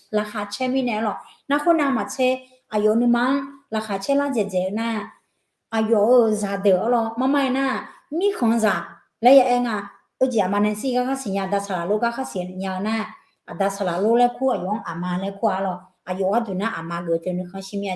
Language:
Akha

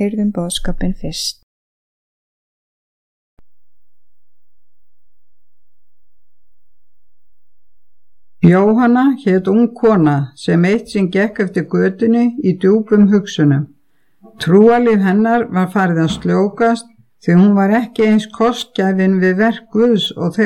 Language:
Icelandic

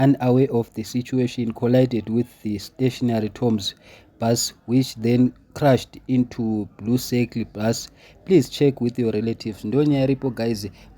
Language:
Shona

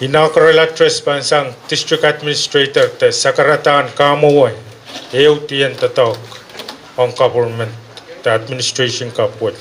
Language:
Pohnpeian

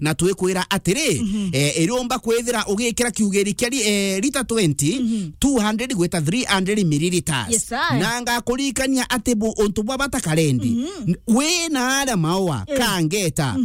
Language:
Meru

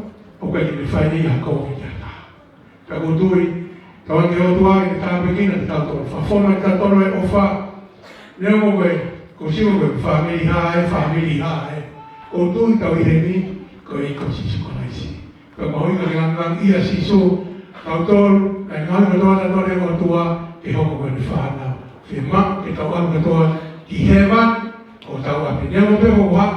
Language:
Tongan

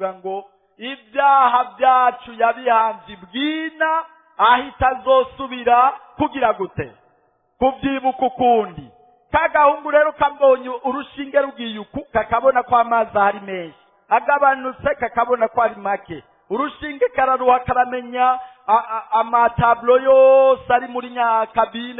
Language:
Rundi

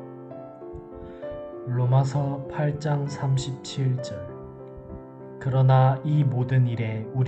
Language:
Korean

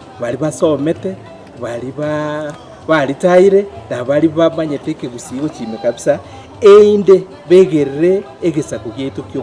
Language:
Gusii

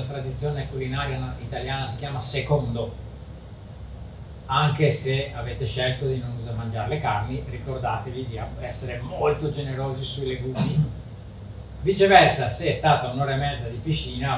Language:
Italian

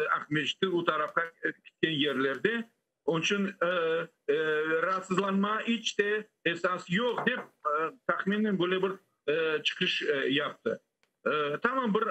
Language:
Crimean Tatar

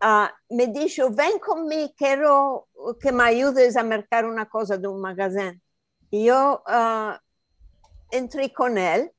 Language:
Ladino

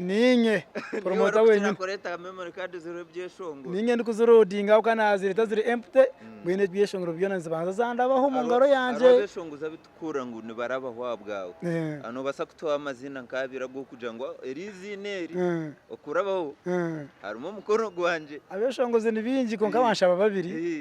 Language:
Nyankole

